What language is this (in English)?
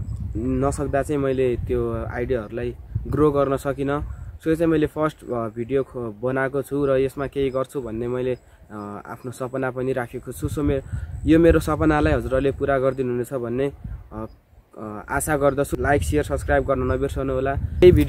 Nepali